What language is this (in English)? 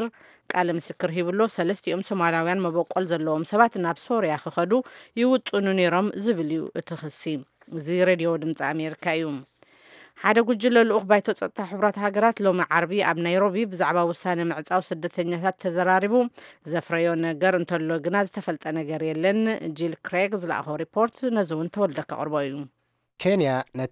Tigrinya